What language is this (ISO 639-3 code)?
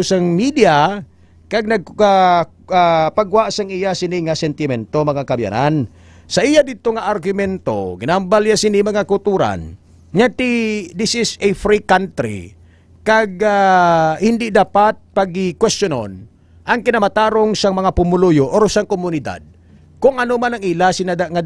hil